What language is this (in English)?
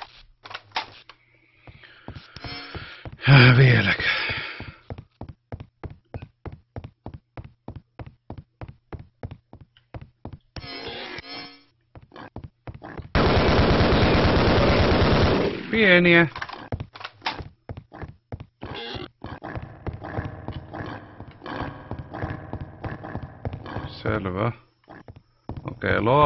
Finnish